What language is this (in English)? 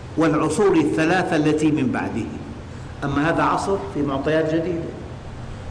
Arabic